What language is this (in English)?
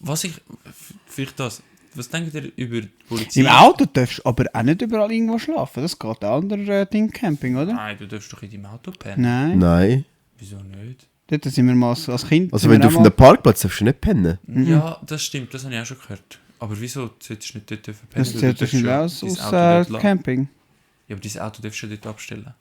Swiss German